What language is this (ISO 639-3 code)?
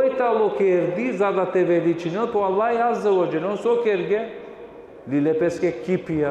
rmn